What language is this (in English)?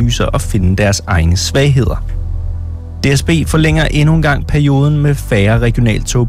Danish